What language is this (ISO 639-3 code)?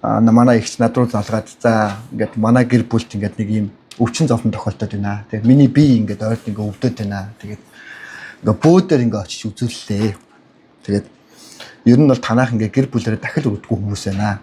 mon